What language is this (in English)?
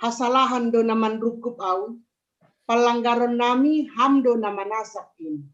Batak Simalungun